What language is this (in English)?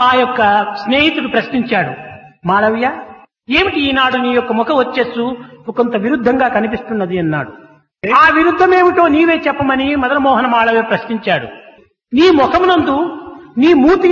Telugu